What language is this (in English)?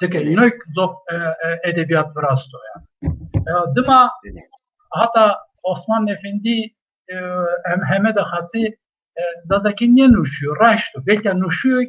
Zaza